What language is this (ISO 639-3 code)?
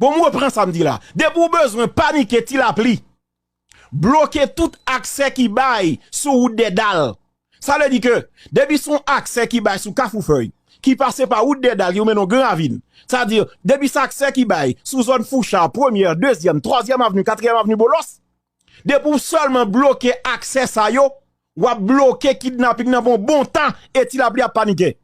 hat